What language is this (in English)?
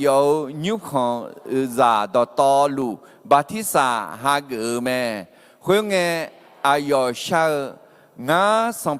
Akha